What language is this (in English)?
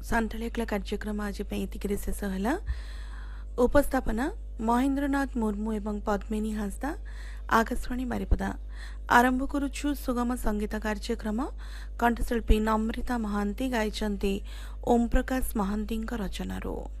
Odia